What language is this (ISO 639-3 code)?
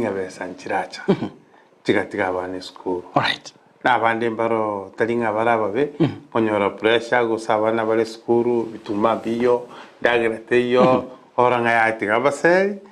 guz